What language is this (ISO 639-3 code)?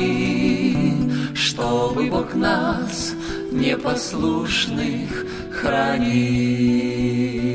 ukr